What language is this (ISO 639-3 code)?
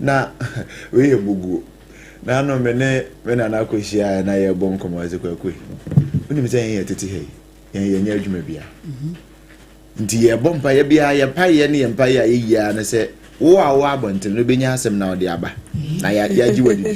aka